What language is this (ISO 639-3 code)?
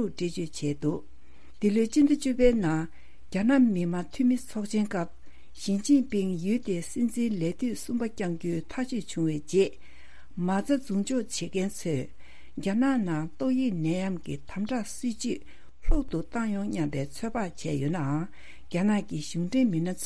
bod